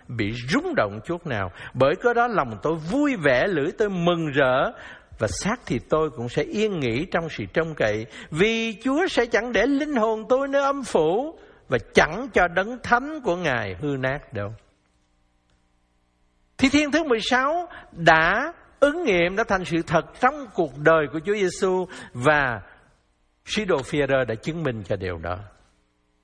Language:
Vietnamese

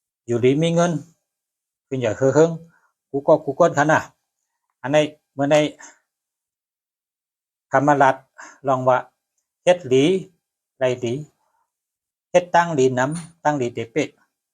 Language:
Shan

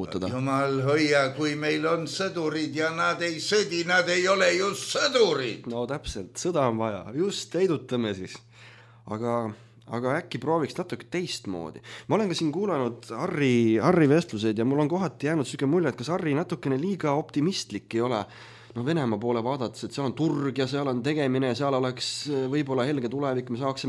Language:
Estonian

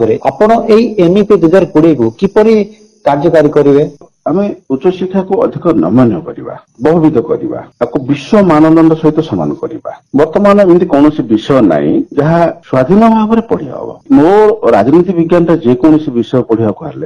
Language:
Odia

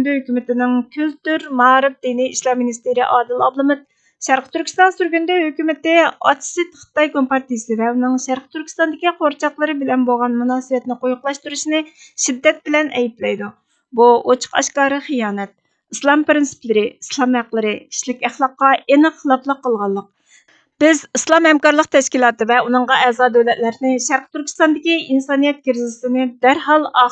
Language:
Uyghur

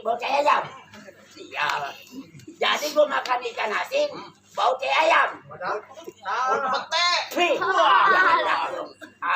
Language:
Betawi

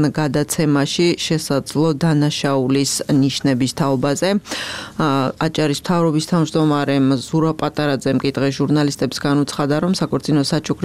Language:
Georgian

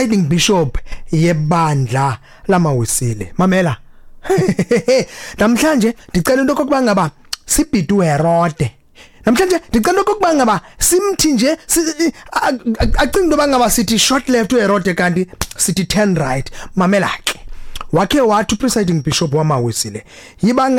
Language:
Xhosa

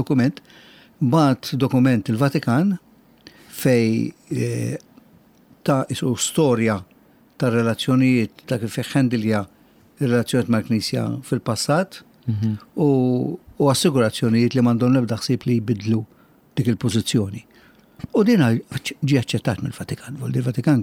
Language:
Maltese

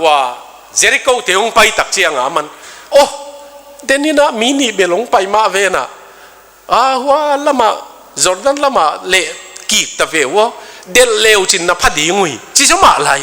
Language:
Tedim Chin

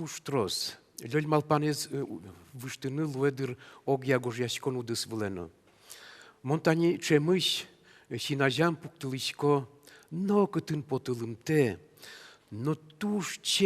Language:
Udmurt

